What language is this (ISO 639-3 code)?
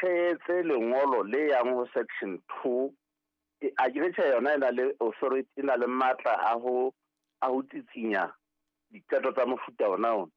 sot